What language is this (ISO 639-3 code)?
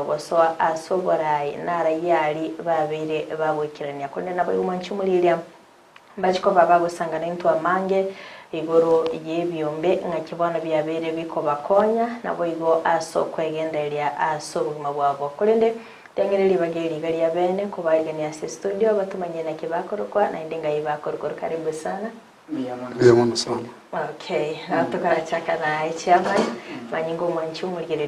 guz